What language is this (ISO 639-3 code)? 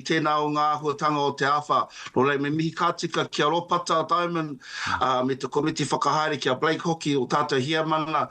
mri